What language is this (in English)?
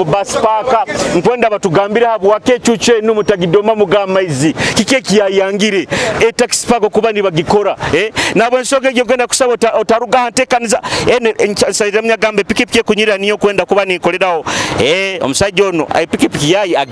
Nyoro